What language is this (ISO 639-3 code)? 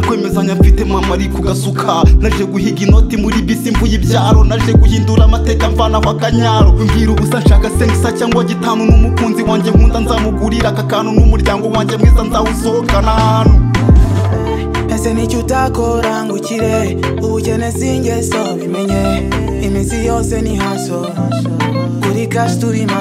kin